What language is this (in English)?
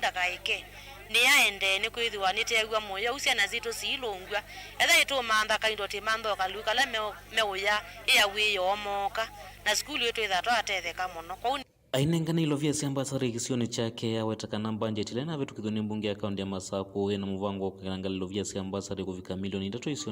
Kamba